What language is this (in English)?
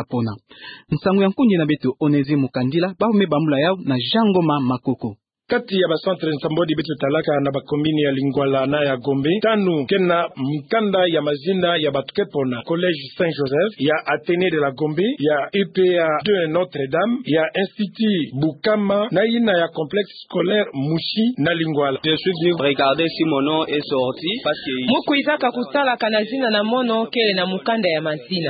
Kituba (Democratic Republic of Congo)